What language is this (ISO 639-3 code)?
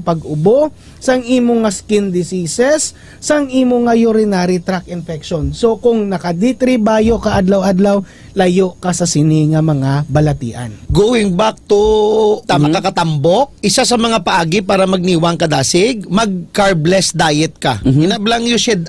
hil